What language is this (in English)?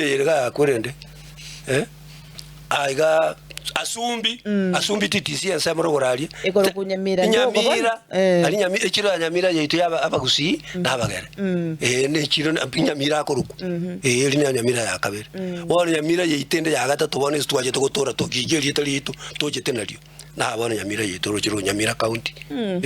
Gusii